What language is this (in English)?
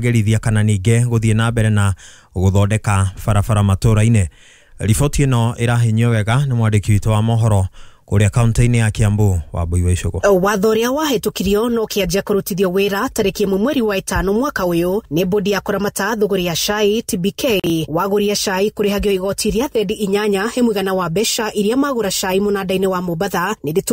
Kikuyu